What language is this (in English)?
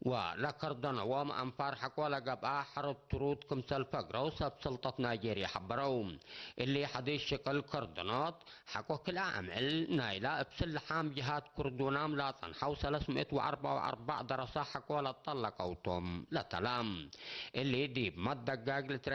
Tigre